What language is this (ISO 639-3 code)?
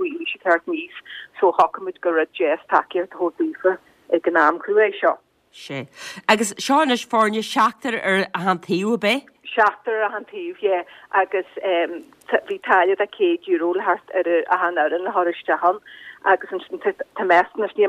gle